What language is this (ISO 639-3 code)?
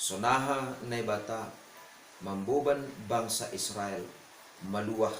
bts